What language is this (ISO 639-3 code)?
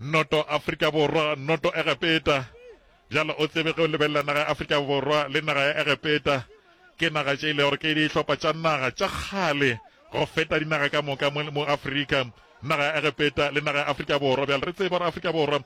nso